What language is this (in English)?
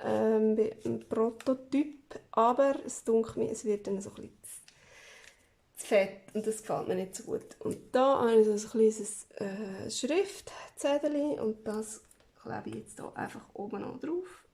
Swiss German